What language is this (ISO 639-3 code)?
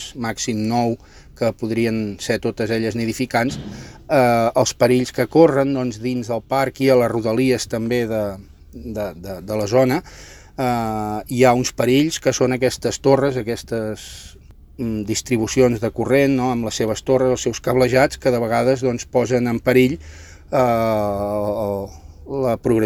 cat